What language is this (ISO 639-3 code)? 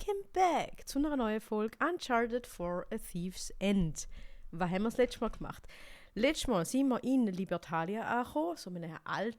gsw